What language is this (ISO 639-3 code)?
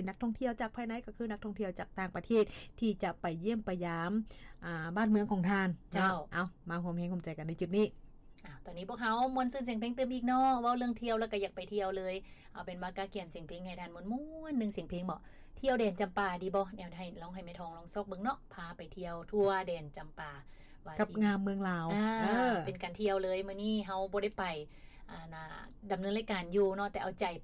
lao